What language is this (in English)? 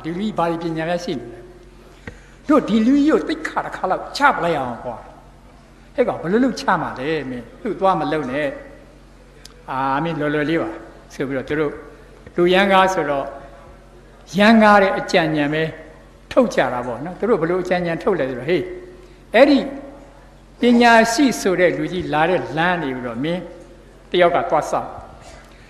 Burmese